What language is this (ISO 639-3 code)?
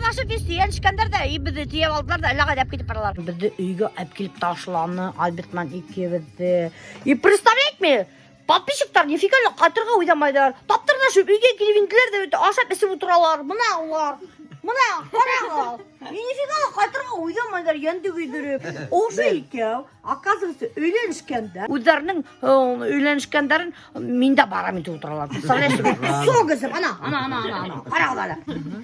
bak